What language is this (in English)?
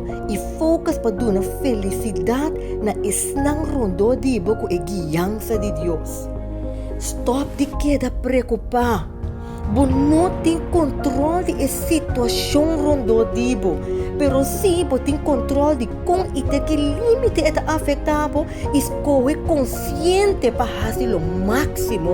Papiamento